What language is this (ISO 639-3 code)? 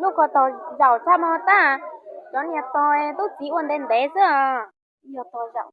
hmn